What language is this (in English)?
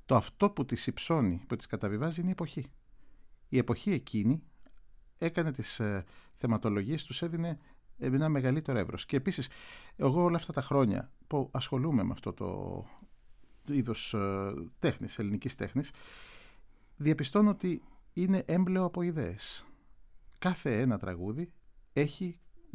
Greek